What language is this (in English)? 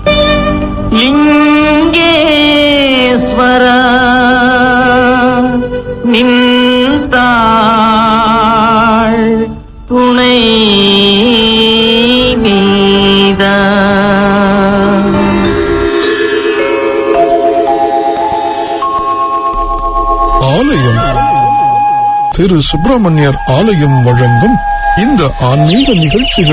Tamil